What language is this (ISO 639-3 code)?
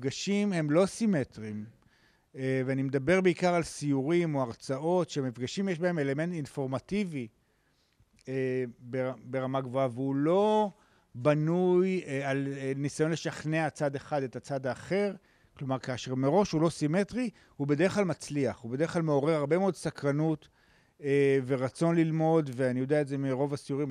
heb